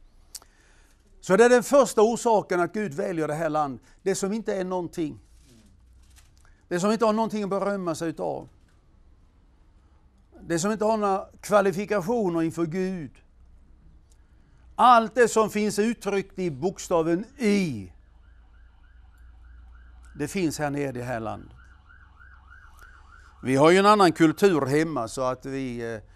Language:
Swedish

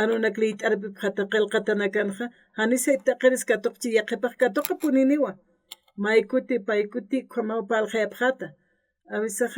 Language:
Aymara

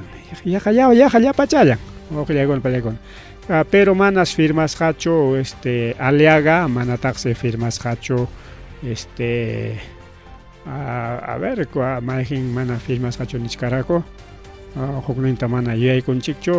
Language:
Ayacucho Quechua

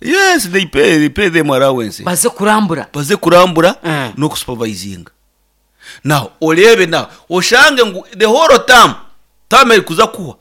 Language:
Nyankole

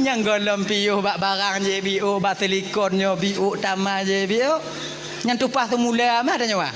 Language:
Achinese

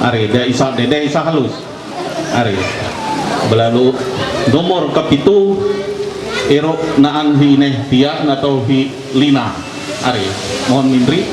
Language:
Ma'anyan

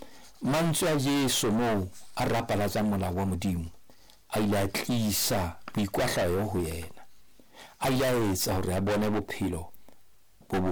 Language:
Southern Sotho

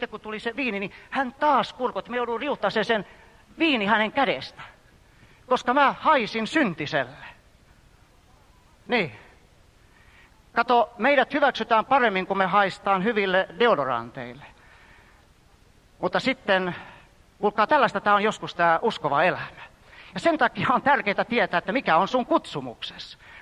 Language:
Finnish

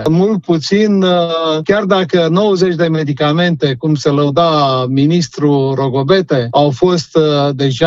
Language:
Romanian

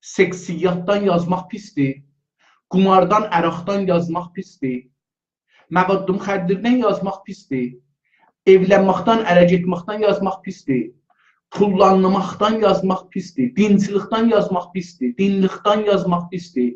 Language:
South Azerbaijani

